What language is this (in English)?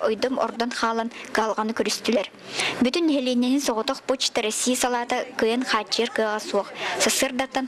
Yakut